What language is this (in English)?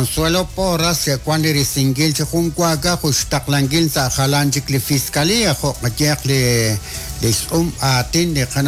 Kekchí